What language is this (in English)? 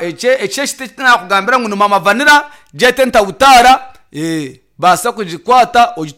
Nyankole